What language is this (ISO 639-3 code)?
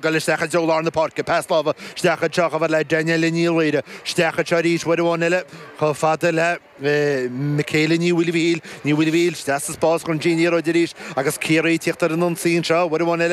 gle